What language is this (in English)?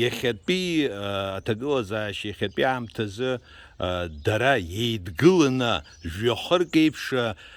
Abkhazian